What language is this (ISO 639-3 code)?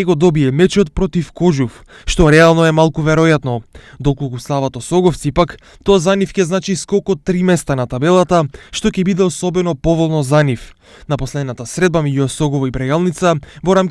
mkd